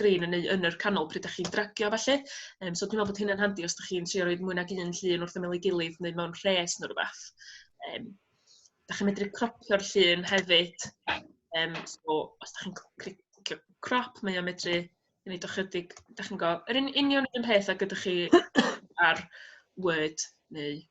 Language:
Welsh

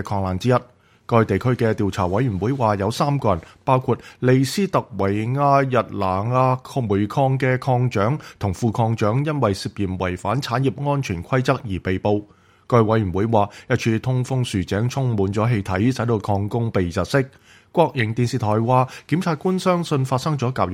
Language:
Cantonese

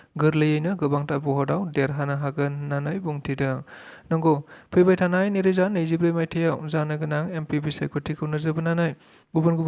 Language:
Bodo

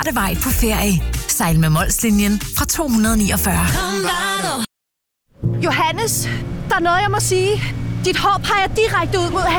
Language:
Danish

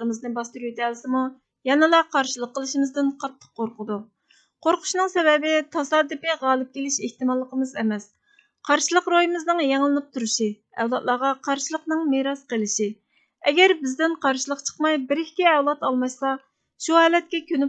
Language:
Uyghur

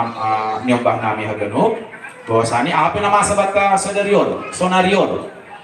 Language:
Batak Simalungun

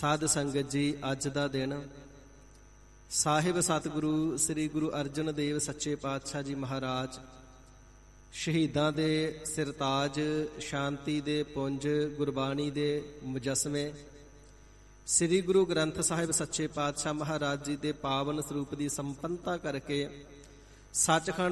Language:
Punjabi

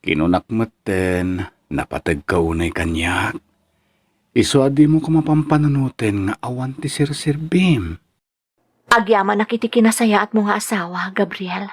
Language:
Iloko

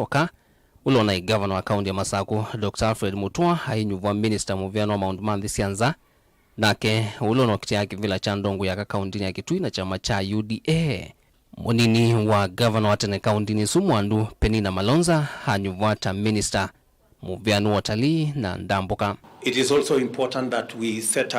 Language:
Kamba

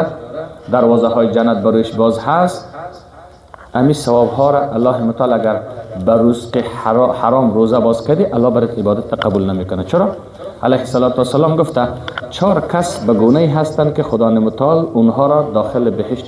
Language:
Persian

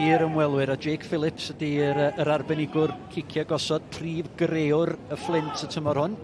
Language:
Welsh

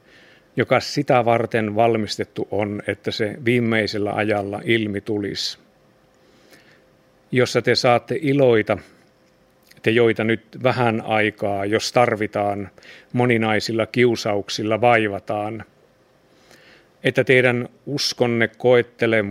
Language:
Finnish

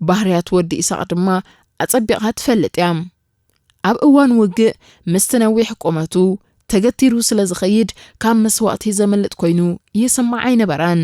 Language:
Tigrinya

